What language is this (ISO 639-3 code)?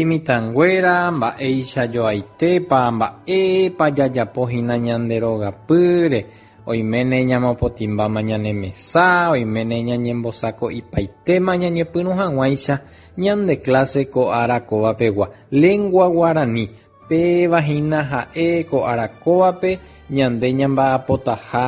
grn